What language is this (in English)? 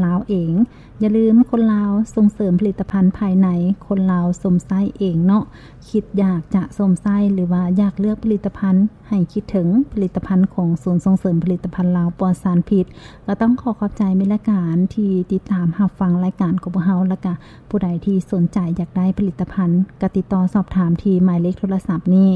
Lao